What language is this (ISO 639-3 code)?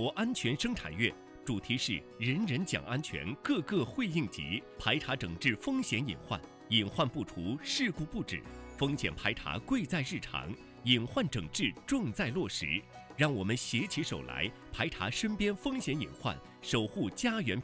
zho